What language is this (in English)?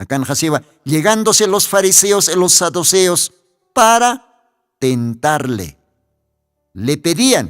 Aymara